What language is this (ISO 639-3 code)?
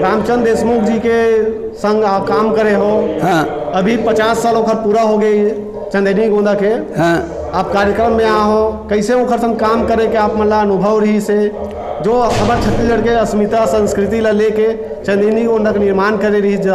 hne